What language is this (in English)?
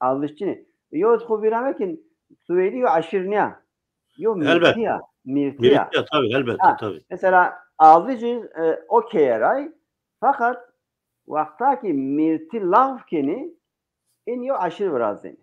Zaza